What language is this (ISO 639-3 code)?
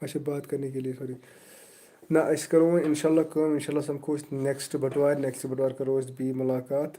kas